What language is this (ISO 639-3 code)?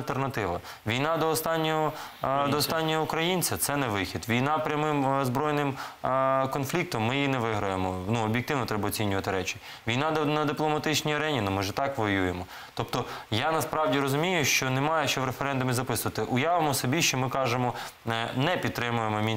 ukr